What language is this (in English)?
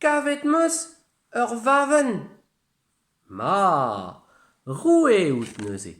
Breton